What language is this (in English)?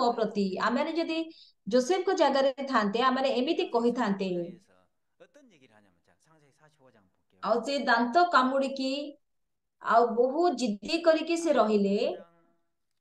Odia